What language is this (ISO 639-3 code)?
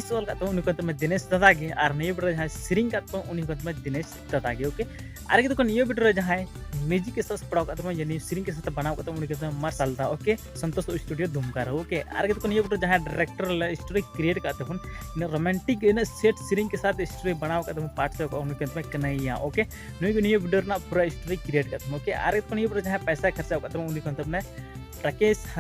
sat